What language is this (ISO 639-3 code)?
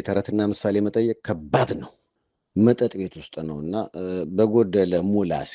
amh